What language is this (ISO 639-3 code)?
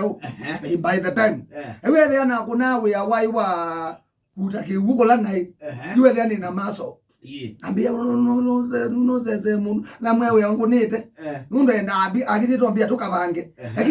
kam